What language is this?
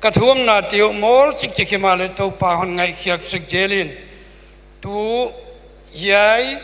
Paite Chin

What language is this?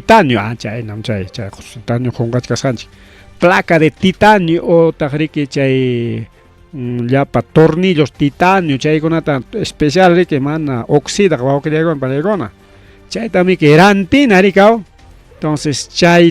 Ayacucho Quechua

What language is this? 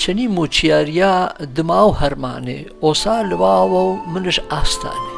Gurani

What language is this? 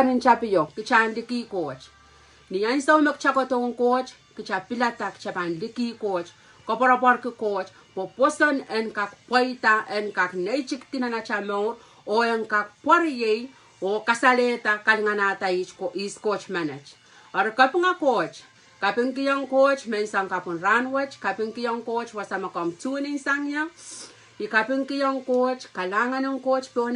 Pohnpeian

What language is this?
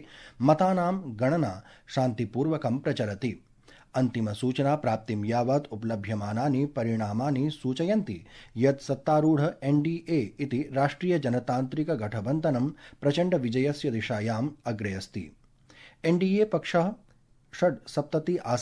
Sanskrit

